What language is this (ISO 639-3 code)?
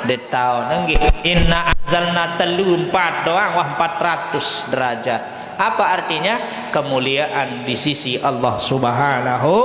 sas